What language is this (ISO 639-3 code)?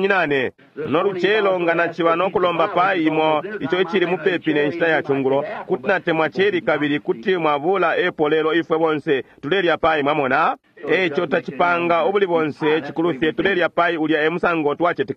bem